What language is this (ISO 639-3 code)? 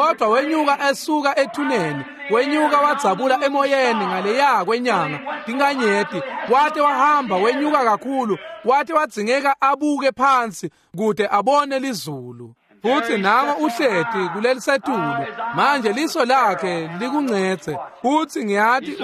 ssw